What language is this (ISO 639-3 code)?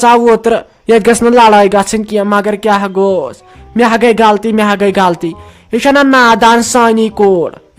kas